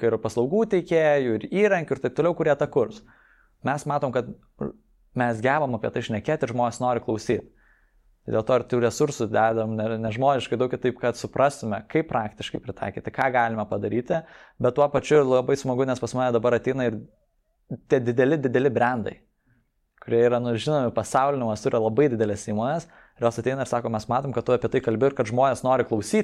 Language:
Lithuanian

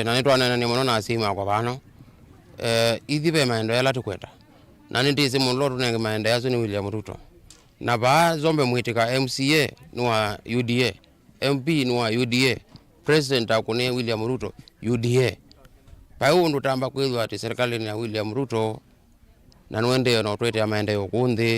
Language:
Kamba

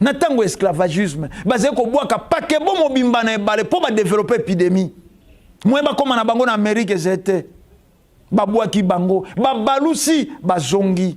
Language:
Lingala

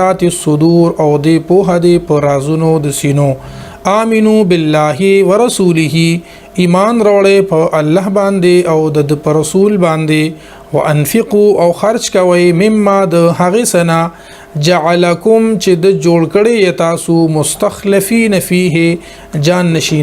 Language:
Pashto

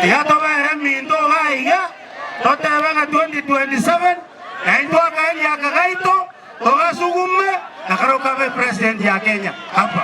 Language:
Gusii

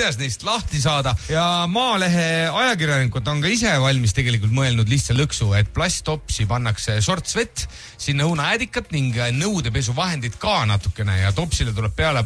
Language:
Estonian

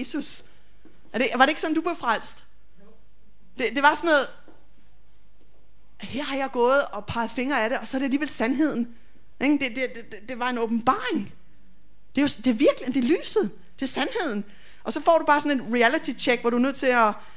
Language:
Danish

